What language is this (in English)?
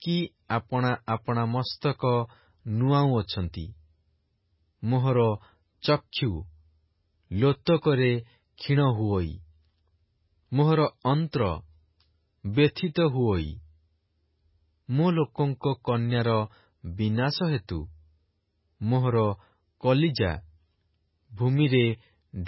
Odia